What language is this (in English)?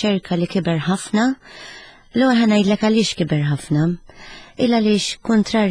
Maltese